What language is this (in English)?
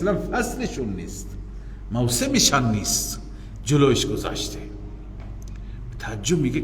Persian